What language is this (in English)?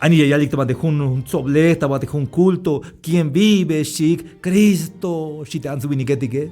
Tzeltal